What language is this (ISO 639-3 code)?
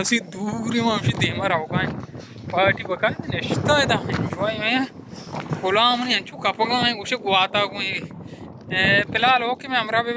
bal